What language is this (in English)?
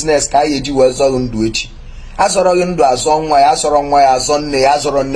Igbo